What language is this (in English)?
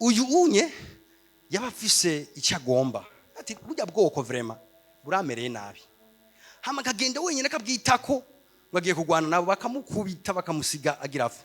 Rundi